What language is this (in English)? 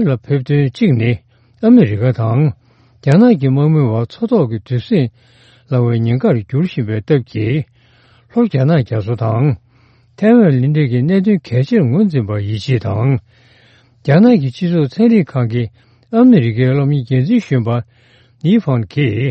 Tibetan